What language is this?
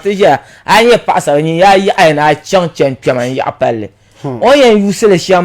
Dagbani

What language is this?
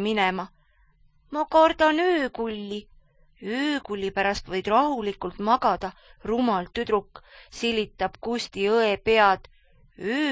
Estonian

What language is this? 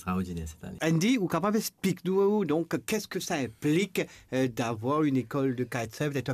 Morisyen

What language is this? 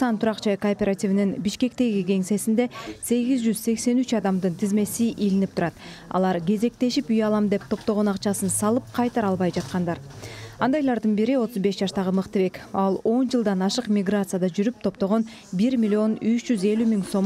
Kyrgyz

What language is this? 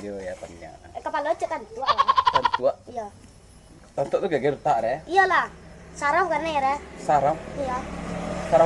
Minangkabau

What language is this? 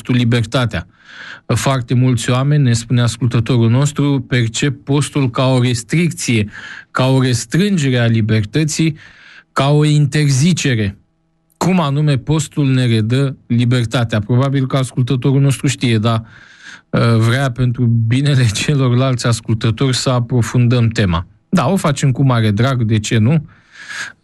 Romanian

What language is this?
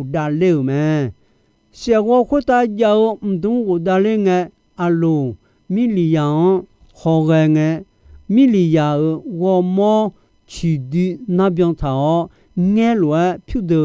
Akha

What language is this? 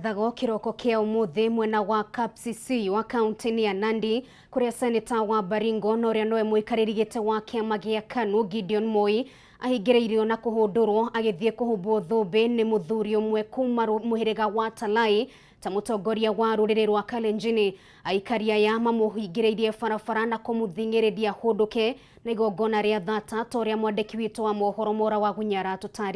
Kikuyu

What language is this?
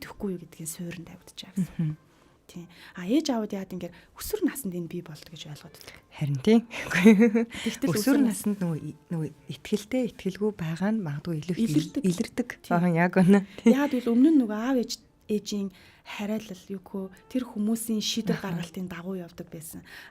Mongolian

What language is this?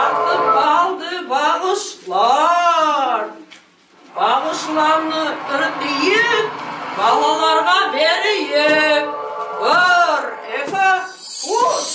Crimean Tatar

